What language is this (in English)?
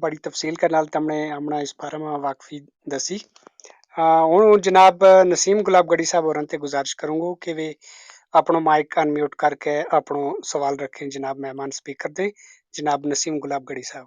Gujari